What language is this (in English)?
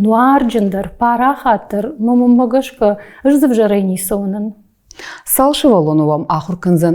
Ossetic